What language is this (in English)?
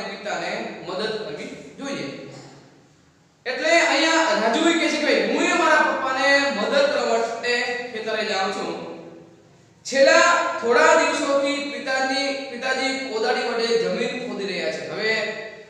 Gujarati